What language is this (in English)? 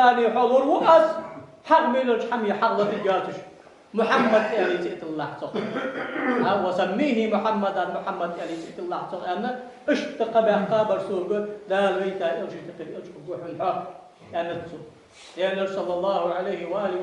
Ingush